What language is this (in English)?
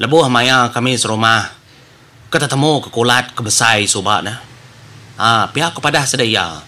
Iban